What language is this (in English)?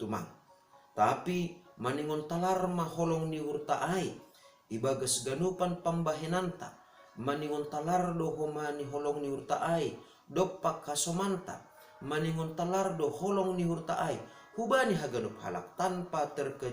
Batak Simalungun